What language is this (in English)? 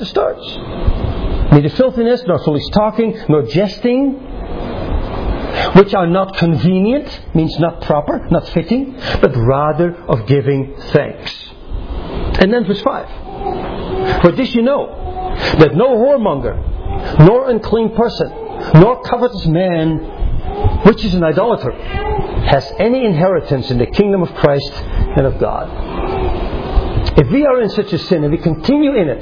English